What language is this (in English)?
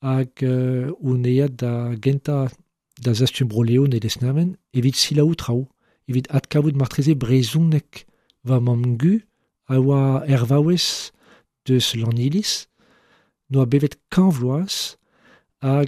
Breton